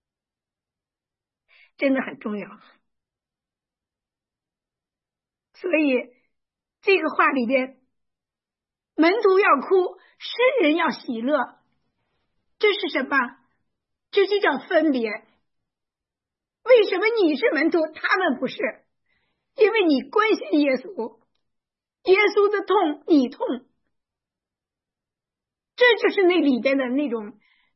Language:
Chinese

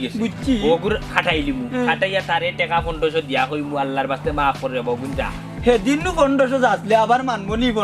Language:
Sylheti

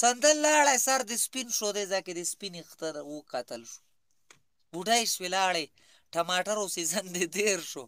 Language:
Pashto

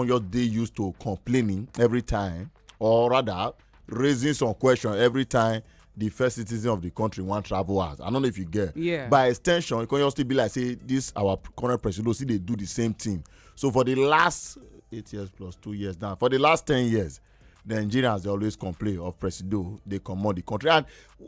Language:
Nigerian Pidgin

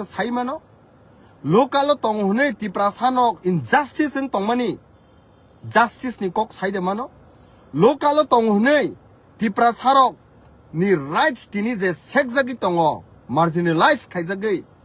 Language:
Kok Borok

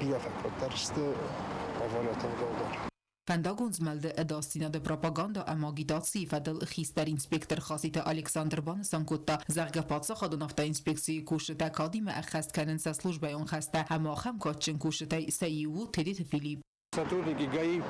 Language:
Ossetic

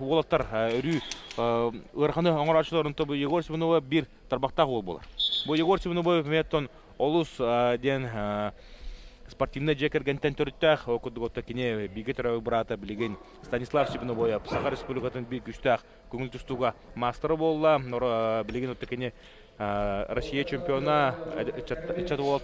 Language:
Yakut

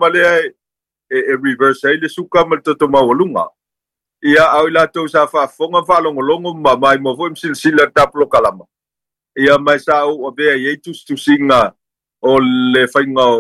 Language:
Samoan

